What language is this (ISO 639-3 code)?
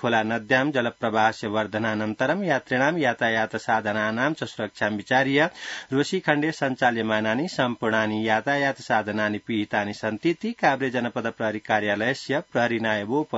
san